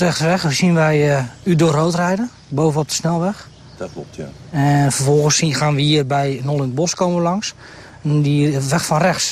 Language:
Dutch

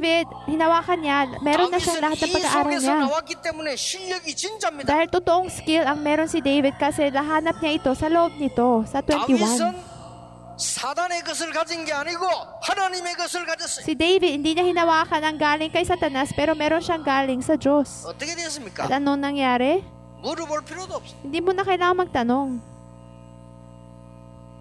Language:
Filipino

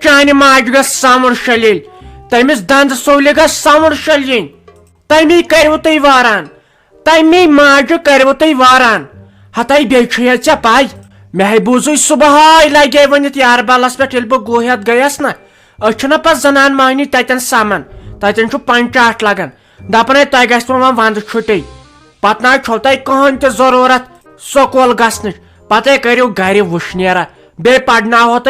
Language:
Kashmiri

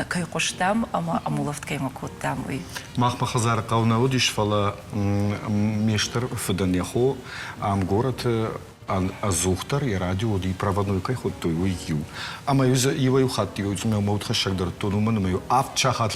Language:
Ossetic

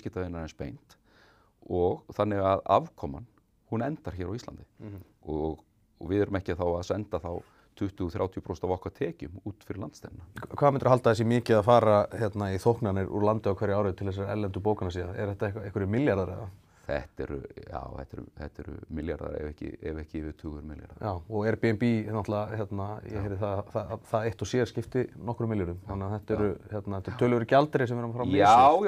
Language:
Icelandic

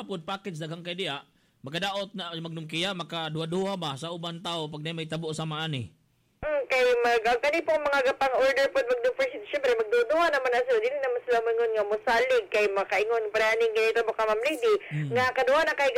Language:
Cebuano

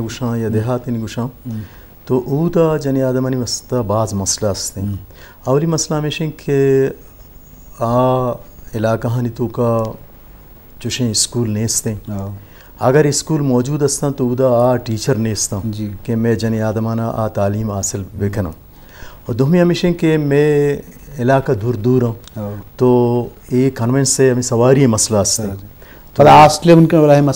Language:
Eastern Balochi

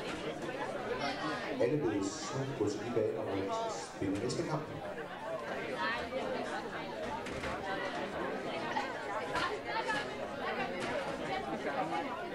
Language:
Danish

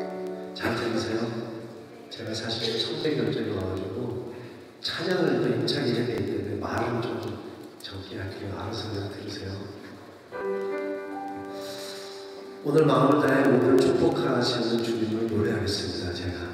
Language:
Korean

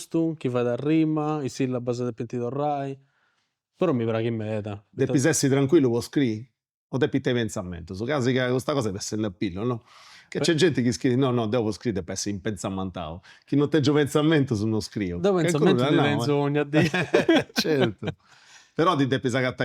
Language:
Sardinian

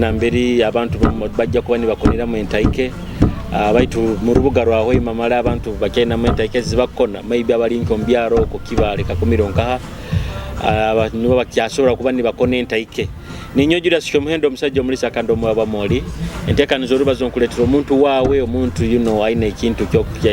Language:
Nyoro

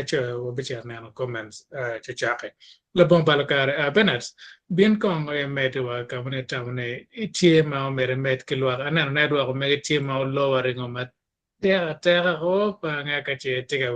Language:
Acoli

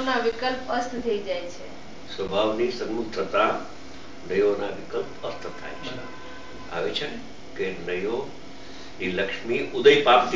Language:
Gujarati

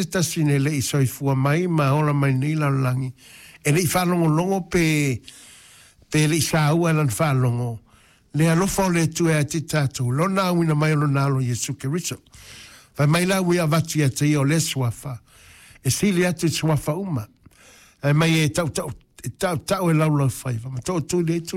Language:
Samoan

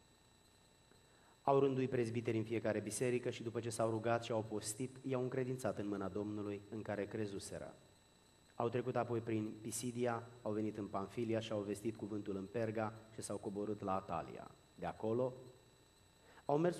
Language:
Romanian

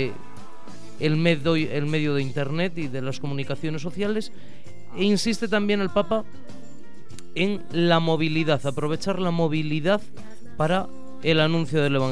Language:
Spanish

